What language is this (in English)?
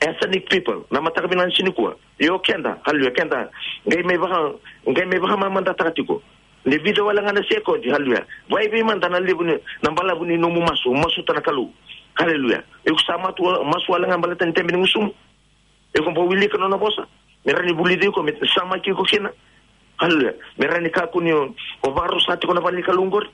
Fijian